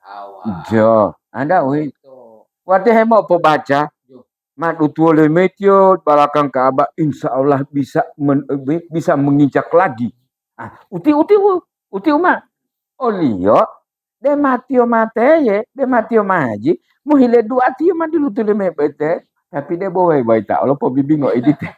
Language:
Gorontalo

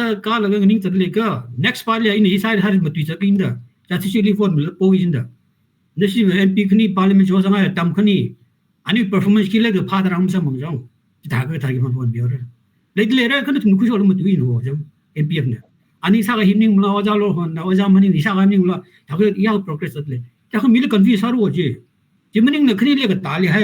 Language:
Tangkhul Naga (India)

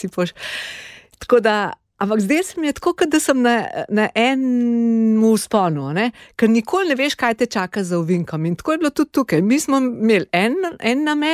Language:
Slovenian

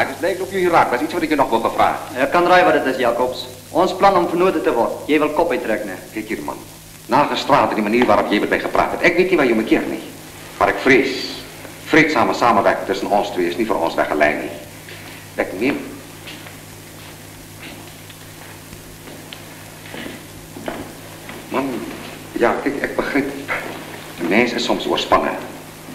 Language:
Afrikaans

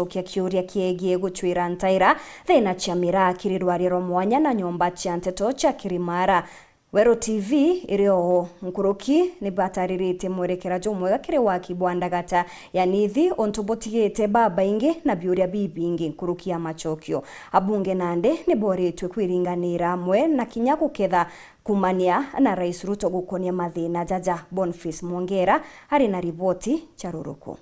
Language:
Meru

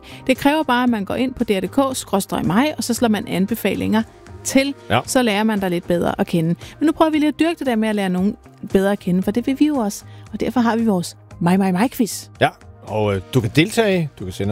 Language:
Danish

